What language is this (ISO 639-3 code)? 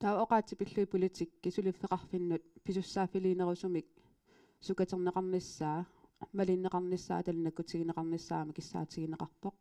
kal